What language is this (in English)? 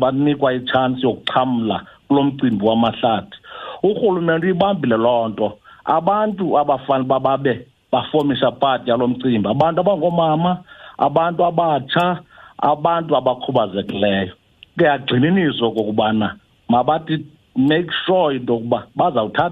Xhosa